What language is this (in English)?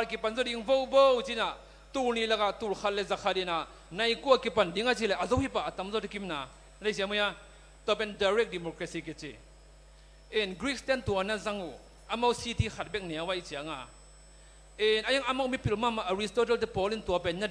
Tedim Chin